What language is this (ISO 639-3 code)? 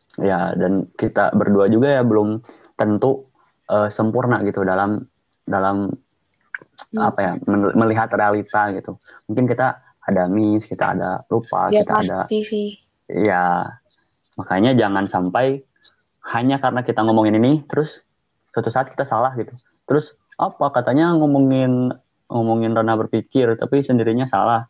ind